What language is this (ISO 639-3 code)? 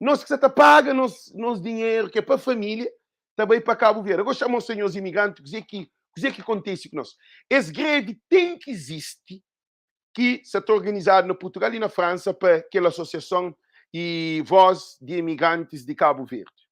kea